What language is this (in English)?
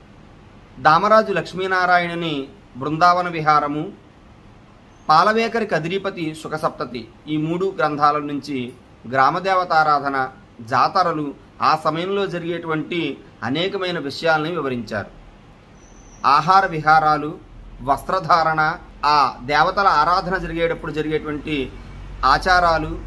Telugu